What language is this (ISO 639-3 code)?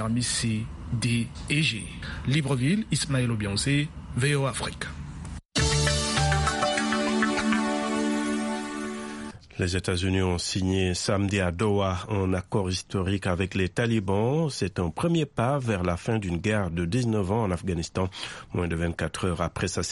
fra